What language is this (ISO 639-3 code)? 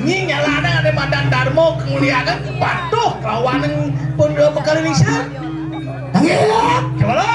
ban